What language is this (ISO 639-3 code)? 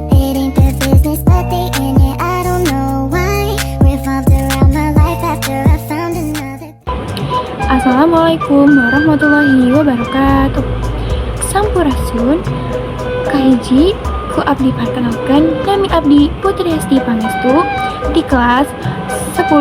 sun